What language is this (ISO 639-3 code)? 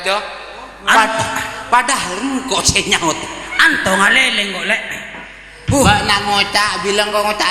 mad